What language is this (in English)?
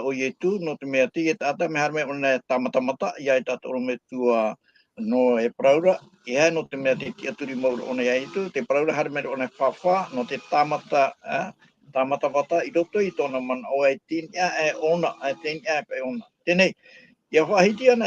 Tahitian